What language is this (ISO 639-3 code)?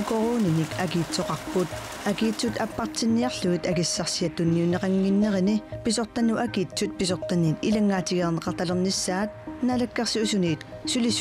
kal